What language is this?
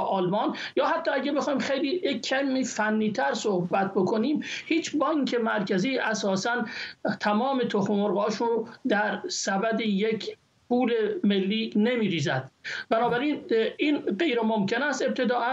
Persian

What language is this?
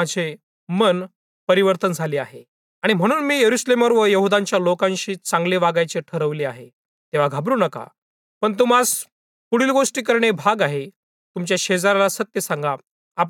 Marathi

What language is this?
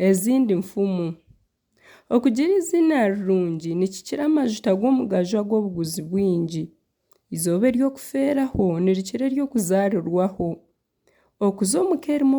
Nyankole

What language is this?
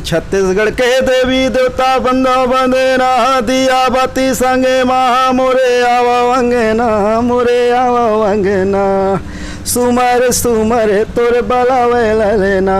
Chhattisgarhi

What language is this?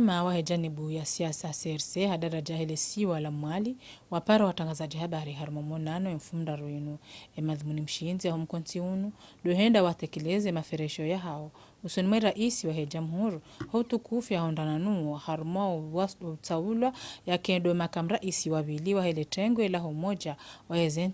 Ngazidja Comorian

